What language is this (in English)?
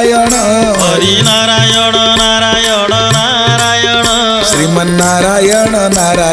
Odia